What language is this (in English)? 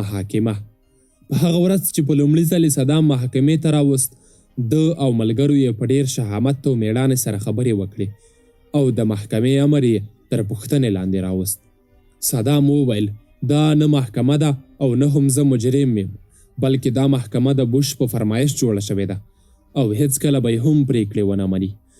Pashto